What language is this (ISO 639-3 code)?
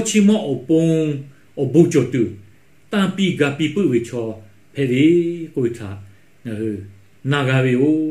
lhu